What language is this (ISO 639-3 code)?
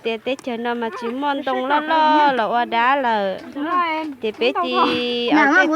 hmn